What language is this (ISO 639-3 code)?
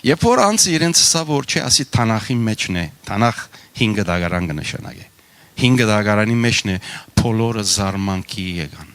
hyw